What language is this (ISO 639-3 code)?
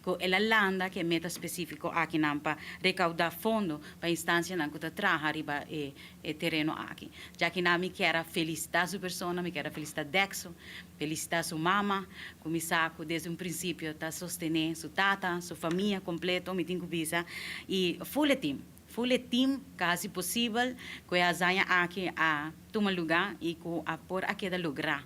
pap